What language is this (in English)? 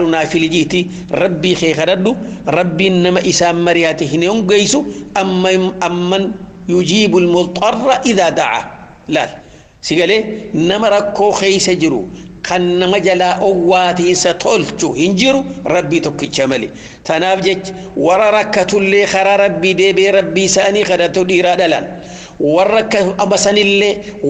Oromo